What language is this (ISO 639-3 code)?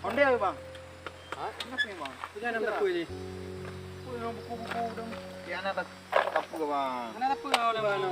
ace